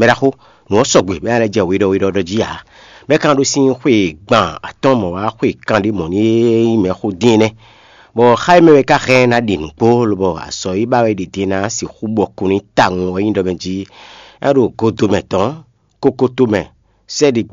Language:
Fon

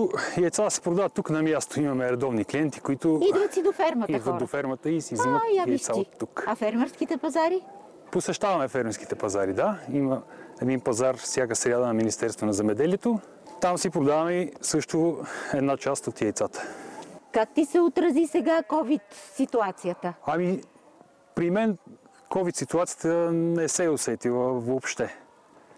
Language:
Bulgarian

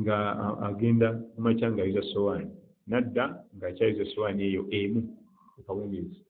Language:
Ganda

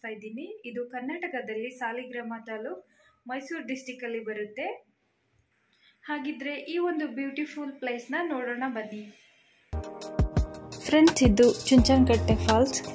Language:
Kannada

